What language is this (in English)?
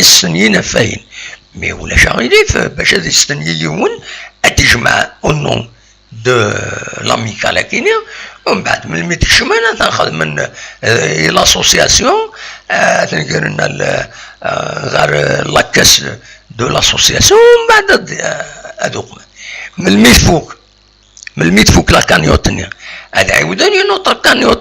Kabyle